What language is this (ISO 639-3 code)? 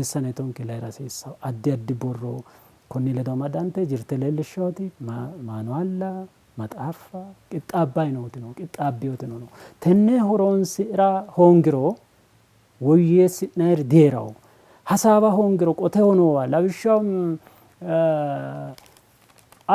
sid